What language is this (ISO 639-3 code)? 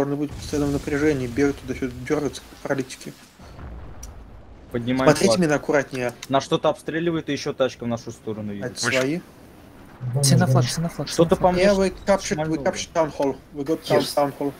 rus